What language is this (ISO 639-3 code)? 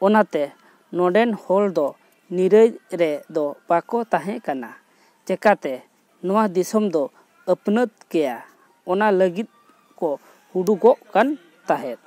sat